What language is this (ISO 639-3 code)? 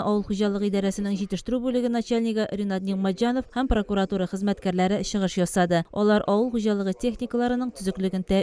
tat